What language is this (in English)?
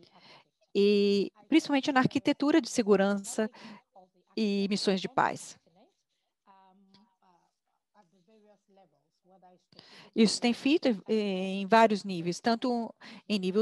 Portuguese